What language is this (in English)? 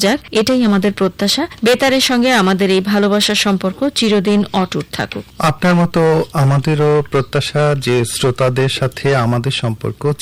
Bangla